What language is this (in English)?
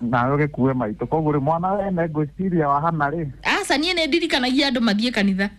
Kikuyu